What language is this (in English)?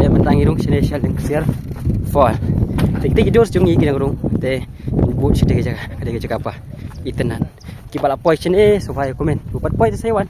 Khasi